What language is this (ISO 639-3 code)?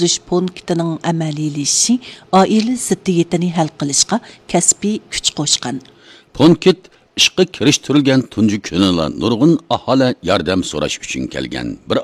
uig